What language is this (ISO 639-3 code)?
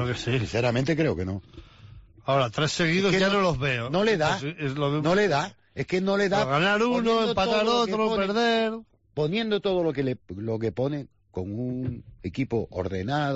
spa